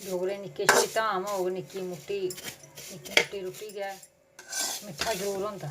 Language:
Dogri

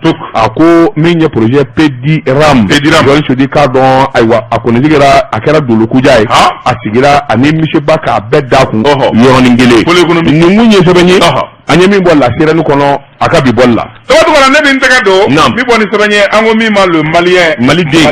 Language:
Bambara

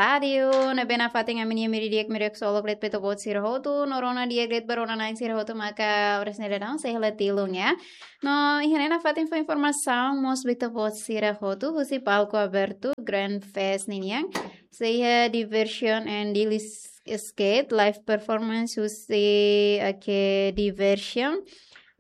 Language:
Tetum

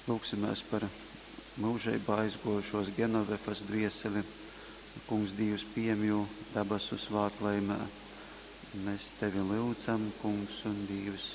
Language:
Latgalian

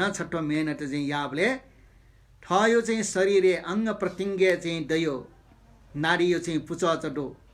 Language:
Newari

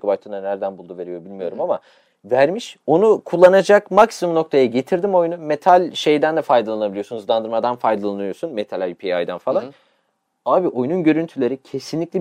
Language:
Turkish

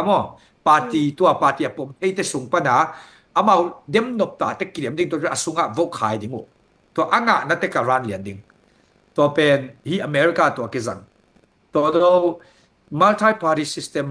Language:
Tedim Chin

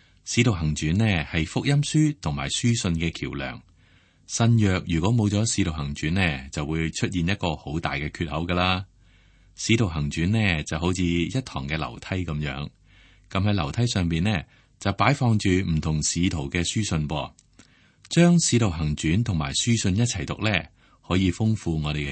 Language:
Cantonese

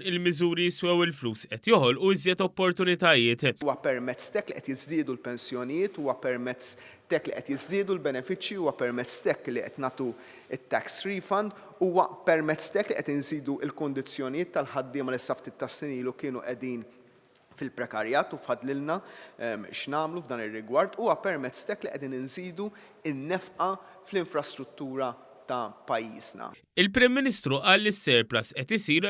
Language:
Maltese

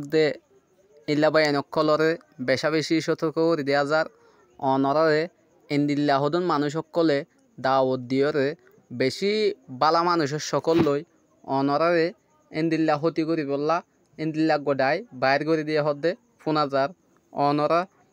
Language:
Rohingya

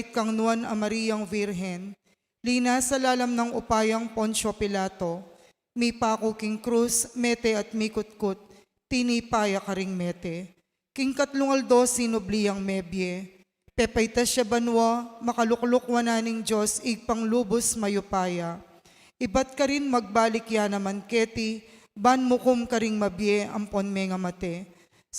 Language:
Pampanga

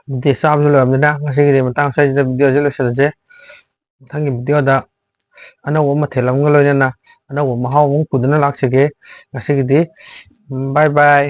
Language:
Manipuri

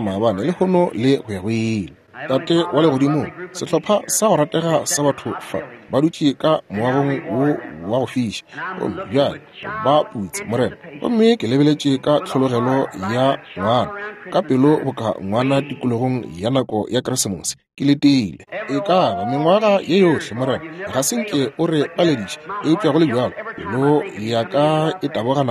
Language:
Northern Sotho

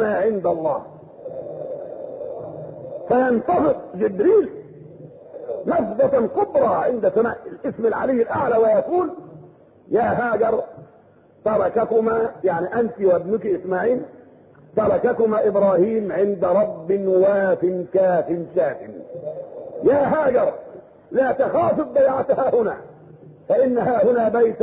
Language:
Arabic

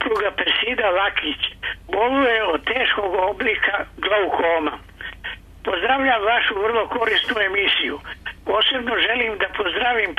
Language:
Serbian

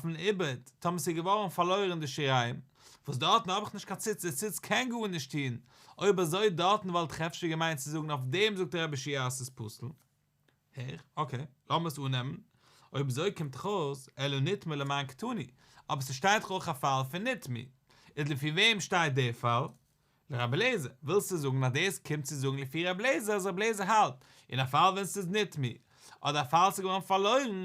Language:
Yiddish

